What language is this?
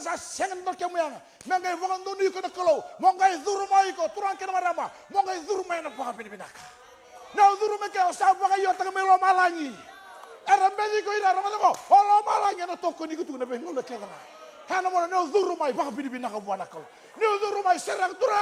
Fijian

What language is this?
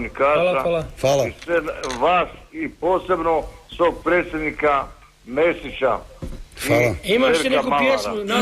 Croatian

